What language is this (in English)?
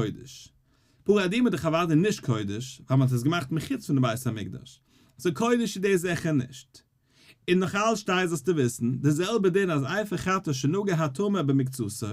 Yiddish